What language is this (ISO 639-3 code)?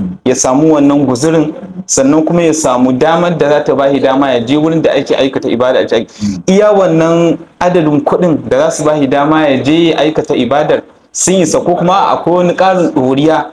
hau